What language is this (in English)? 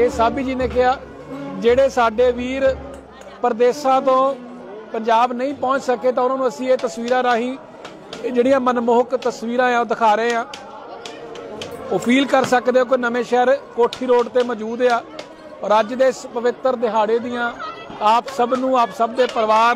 Punjabi